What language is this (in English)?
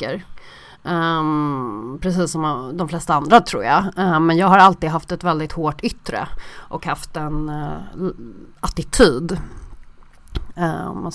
Swedish